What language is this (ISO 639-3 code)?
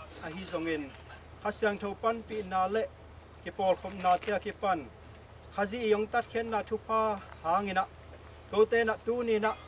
ctd